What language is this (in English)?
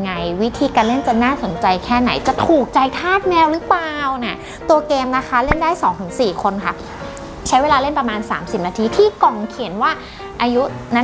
Thai